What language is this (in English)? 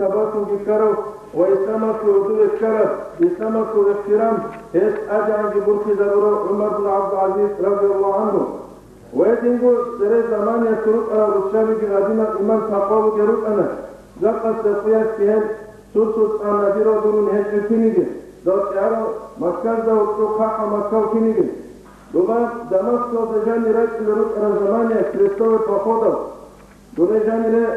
Avaric